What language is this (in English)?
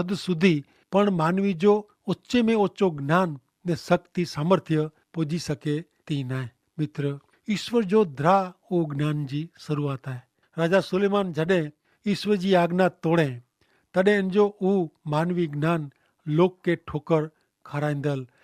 Kachhi